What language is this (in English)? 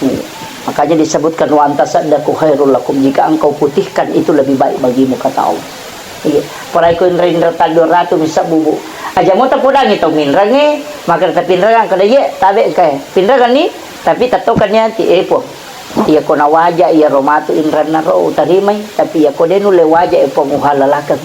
Buginese